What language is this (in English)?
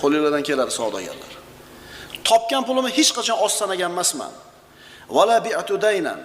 Uzbek